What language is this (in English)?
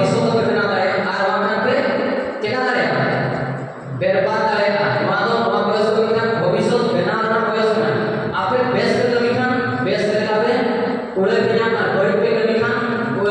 Santali